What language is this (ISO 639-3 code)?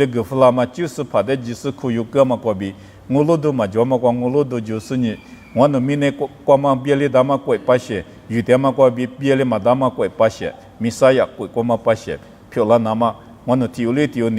lis